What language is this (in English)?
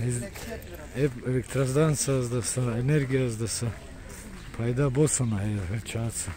Avaric